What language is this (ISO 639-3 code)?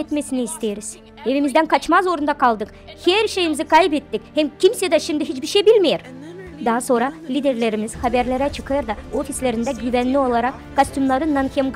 gag